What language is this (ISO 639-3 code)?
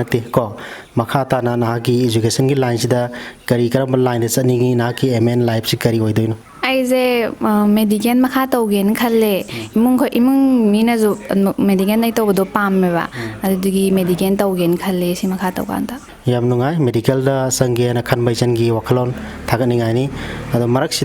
mni